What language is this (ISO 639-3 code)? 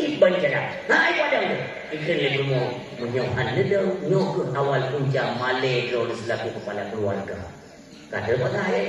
ace